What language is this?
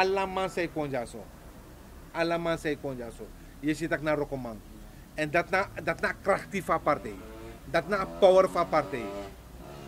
Sranan Tongo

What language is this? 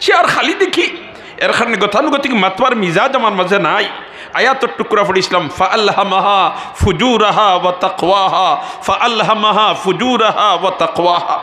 Sylheti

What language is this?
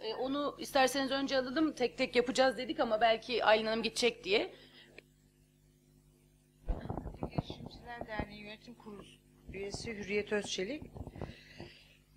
Turkish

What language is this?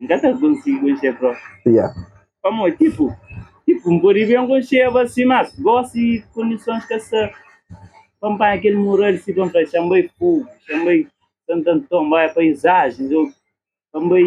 Kabuverdianu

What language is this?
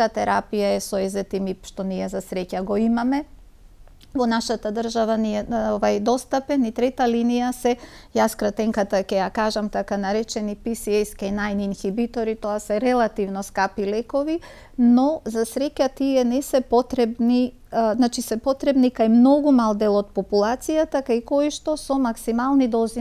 Macedonian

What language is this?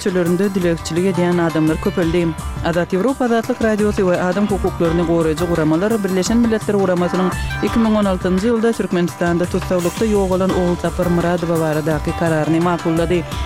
Turkmen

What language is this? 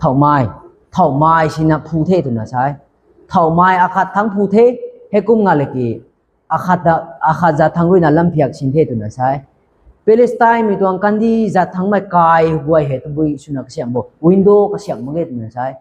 Rongmei Naga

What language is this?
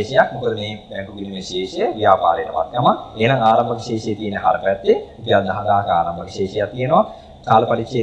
Sinhala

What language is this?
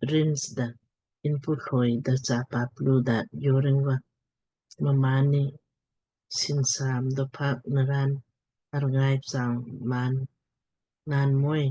Lamkang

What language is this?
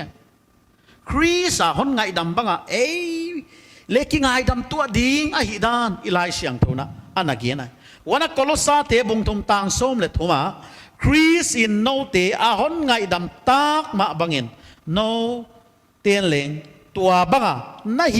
Paite Chin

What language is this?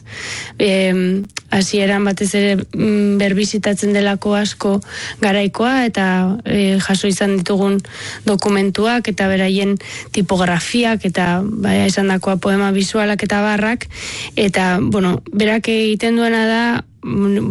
Basque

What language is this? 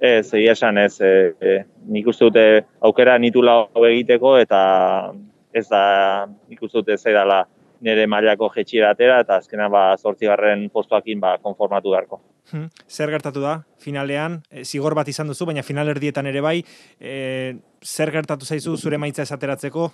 Basque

